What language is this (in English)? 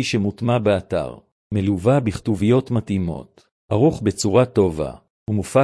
Hebrew